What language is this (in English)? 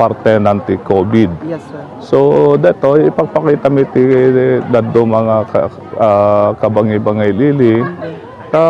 Iloko